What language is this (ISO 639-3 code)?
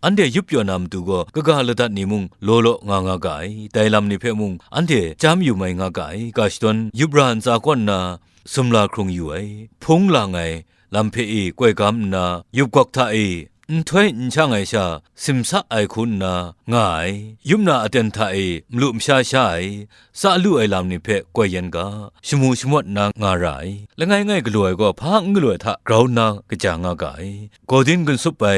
kac